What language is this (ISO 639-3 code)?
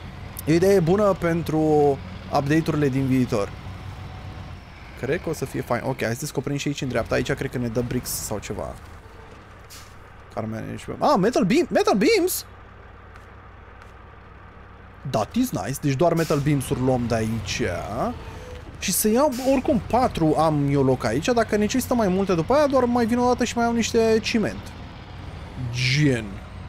ron